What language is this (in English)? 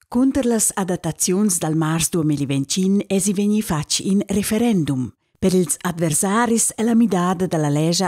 Romansh